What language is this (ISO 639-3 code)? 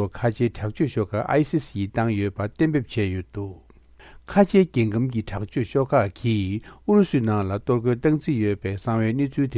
bod